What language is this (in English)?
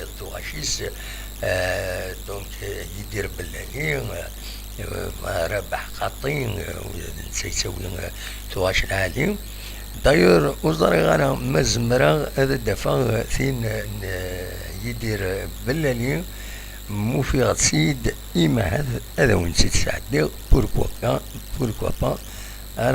Kabyle